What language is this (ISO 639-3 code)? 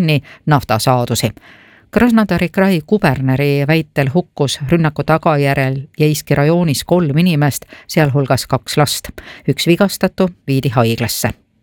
est